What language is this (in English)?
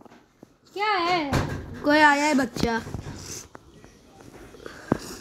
Hindi